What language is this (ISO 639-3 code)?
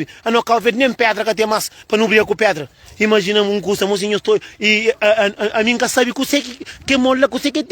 kea